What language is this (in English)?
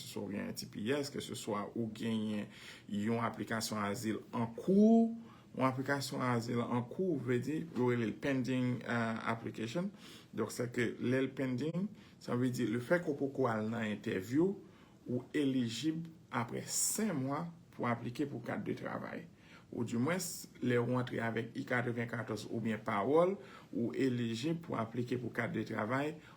Haitian Creole